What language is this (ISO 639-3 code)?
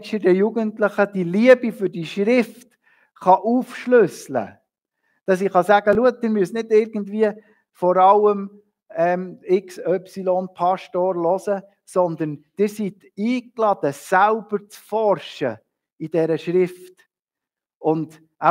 gsw